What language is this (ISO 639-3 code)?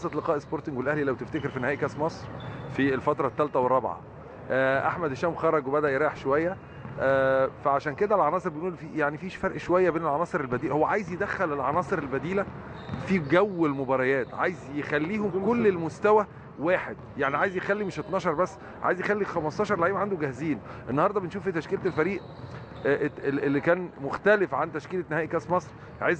arz